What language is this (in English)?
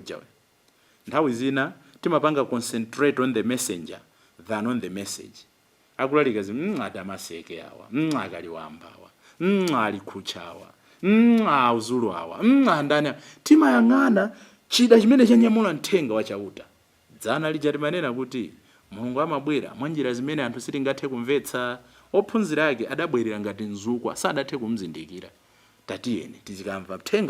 Nyanja